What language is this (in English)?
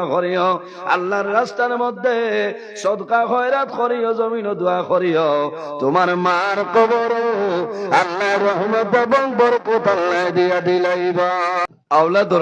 Sylheti